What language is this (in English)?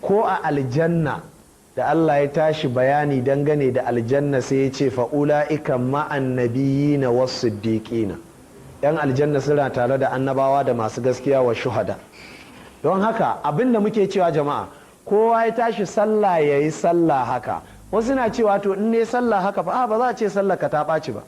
Hausa